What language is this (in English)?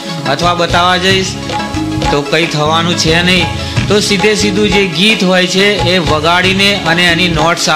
Gujarati